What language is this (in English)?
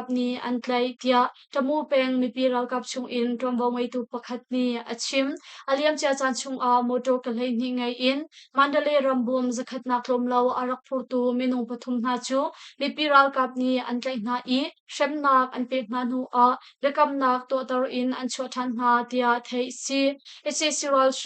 Hakha Chin